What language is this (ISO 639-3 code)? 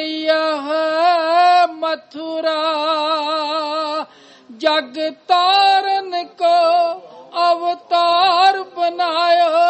pan